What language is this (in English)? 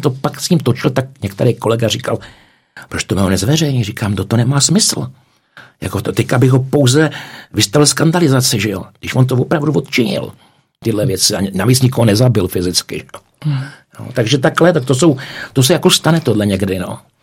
Czech